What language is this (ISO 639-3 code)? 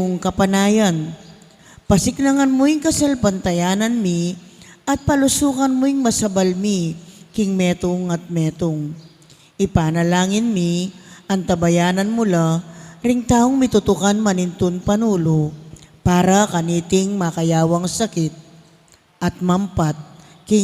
pam